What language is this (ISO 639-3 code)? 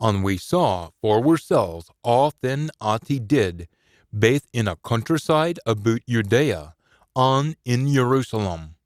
sco